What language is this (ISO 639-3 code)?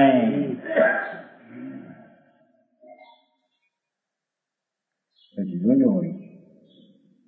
guj